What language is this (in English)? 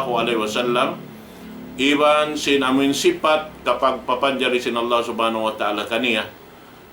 Tausug